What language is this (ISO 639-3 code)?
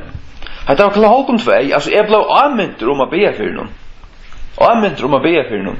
fao